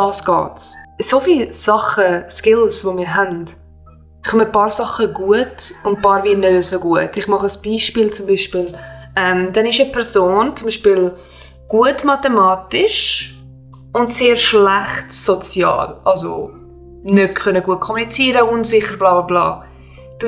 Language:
Swiss German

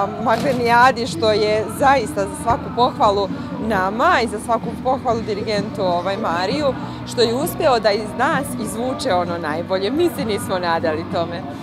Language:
Serbian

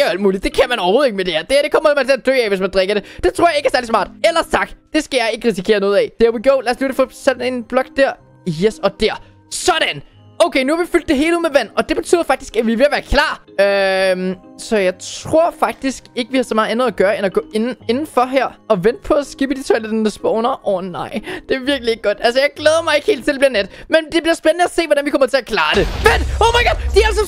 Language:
Danish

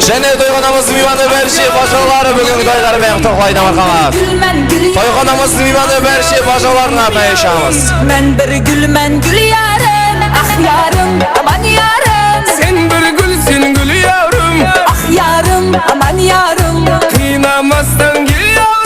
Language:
Kara-Kalpak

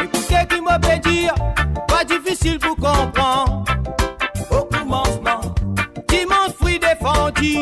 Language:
Morisyen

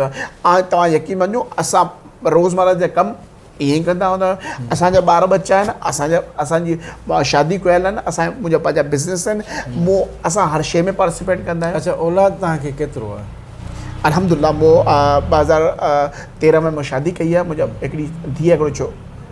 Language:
Sindhi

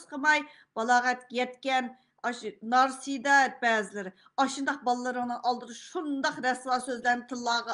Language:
Uyghur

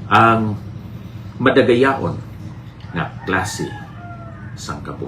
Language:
Hiligaynon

